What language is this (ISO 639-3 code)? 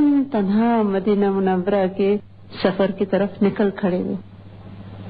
urd